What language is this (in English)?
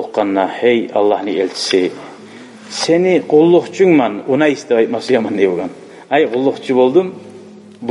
Kumyk